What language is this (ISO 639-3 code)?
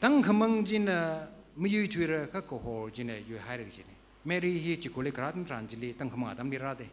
nmf